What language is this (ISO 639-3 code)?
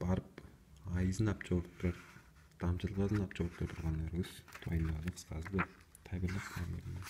tyv